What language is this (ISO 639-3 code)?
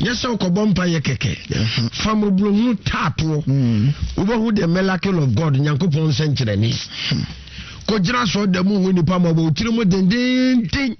aka